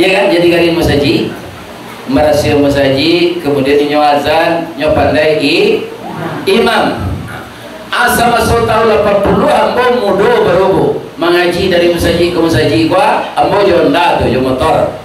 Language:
Minangkabau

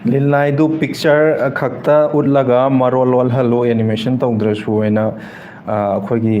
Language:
Manipuri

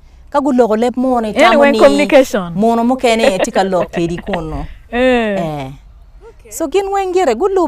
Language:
Acoli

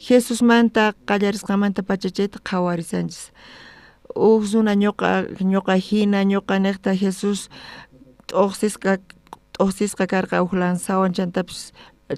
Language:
South Bolivian Quechua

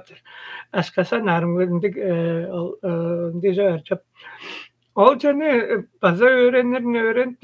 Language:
Tuvinian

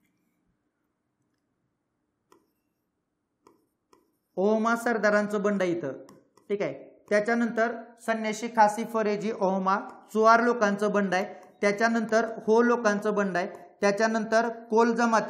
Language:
Marathi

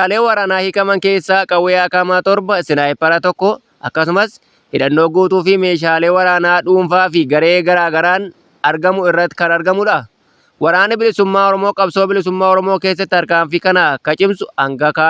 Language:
Oromo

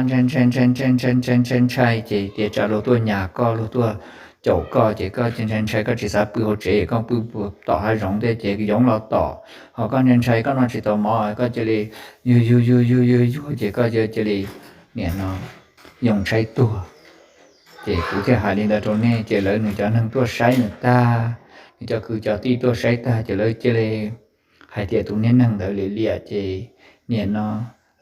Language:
Hmong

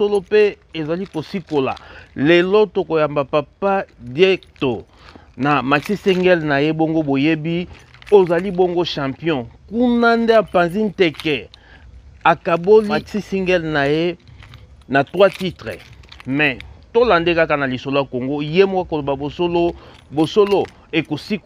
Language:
Lingala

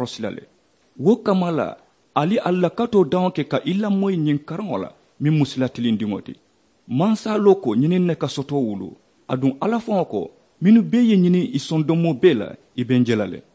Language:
Mandingo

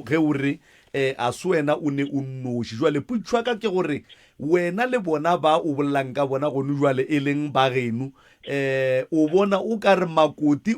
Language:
Northern Sotho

